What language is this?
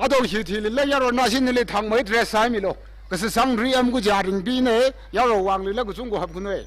Tangkhul Naga (India)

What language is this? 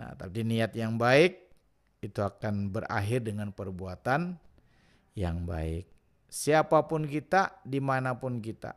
Banjar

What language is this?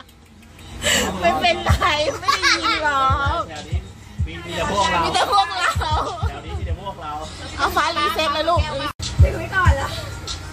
Thai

